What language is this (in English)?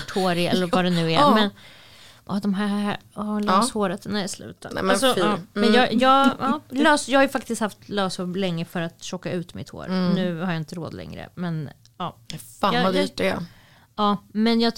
Swedish